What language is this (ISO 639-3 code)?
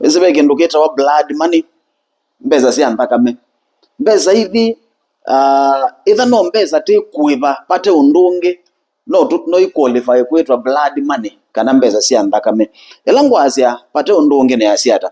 kam